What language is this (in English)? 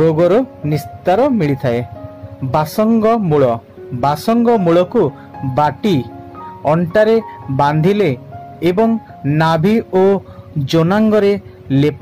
Odia